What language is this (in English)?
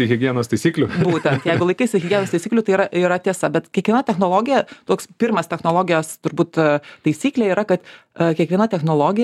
Lithuanian